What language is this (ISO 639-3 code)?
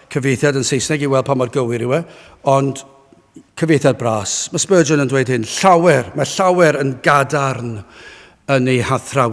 cym